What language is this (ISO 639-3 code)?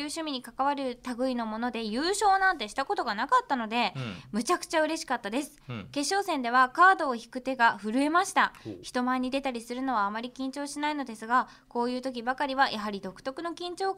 jpn